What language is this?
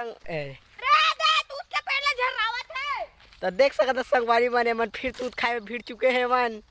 Chhattisgarhi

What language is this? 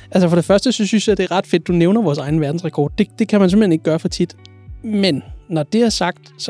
Danish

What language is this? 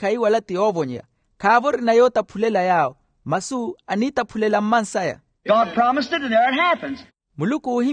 Makhuwa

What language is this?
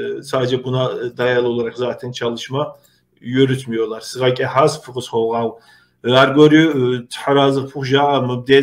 Kabardian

